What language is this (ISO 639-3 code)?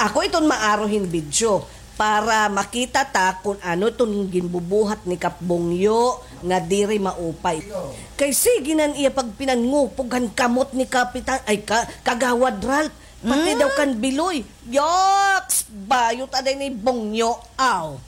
war